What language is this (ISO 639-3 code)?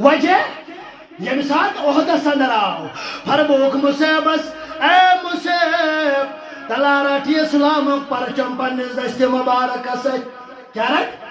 kas